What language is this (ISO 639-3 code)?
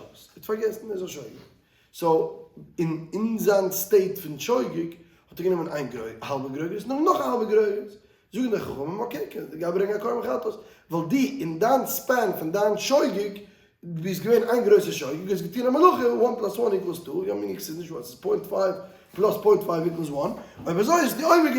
yid